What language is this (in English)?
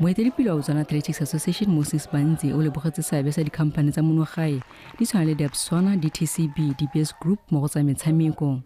Tswana